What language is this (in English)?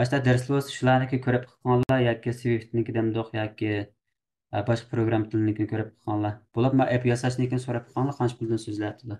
Uyghur